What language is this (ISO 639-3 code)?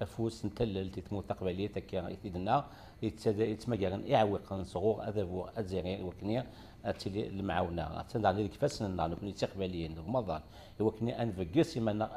kab